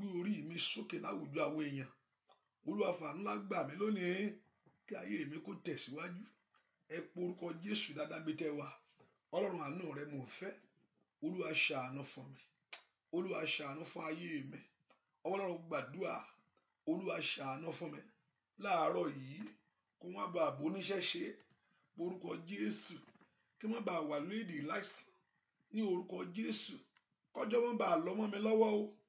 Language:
Yoruba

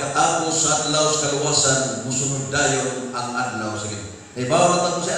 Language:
Cebuano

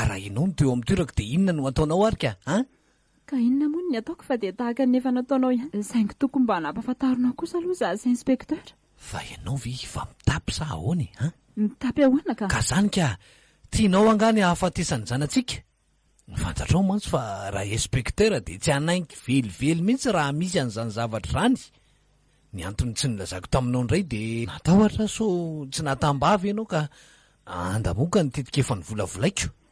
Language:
Malagasy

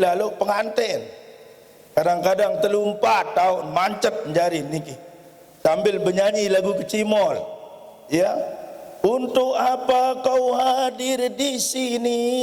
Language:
Sasak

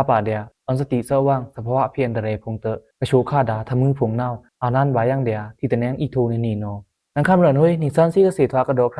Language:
Pa'o Karen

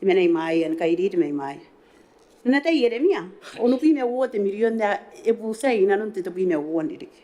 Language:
Gilbertese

